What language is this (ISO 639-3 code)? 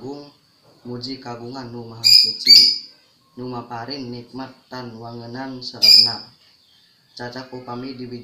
sun